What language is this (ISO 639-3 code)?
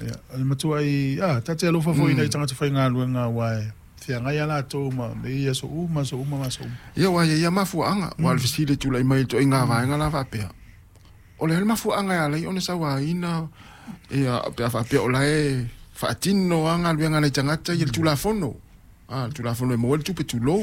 smo